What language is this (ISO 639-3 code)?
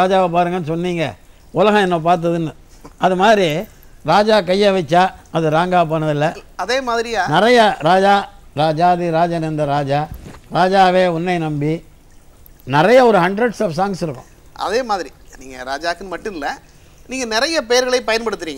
tam